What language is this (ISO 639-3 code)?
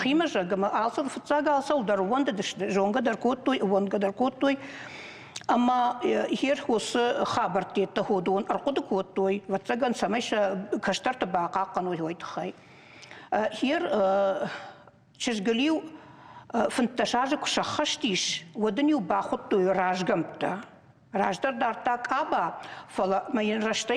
oss